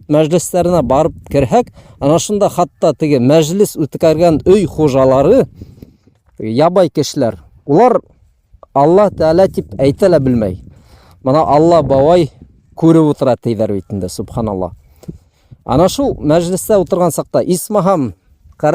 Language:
Bashkir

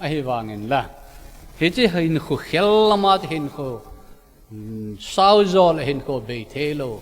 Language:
Thado Chin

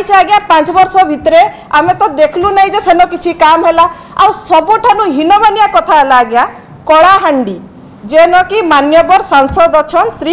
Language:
Odia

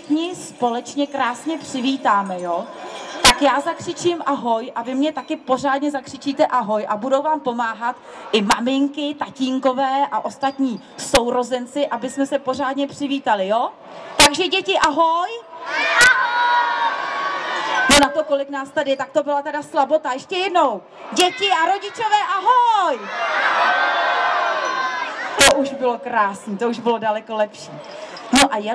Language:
Czech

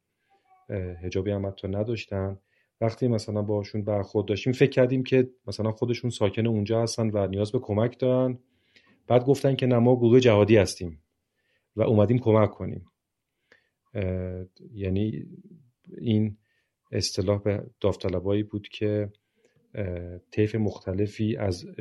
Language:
Persian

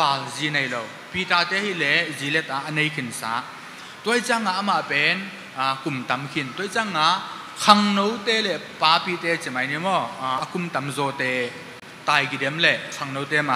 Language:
Tedim Chin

